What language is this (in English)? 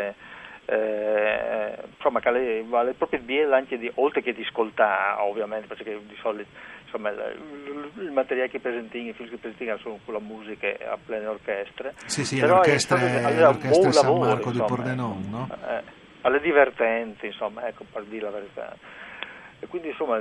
Friulian